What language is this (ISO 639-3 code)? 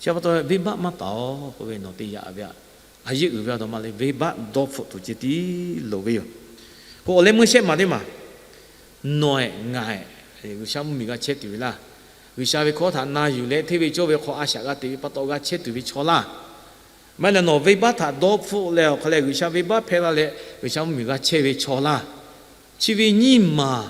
lhu